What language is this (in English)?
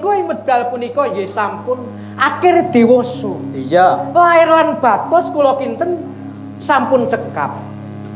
Javanese